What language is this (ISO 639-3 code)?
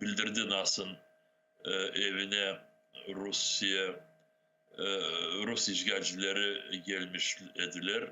crh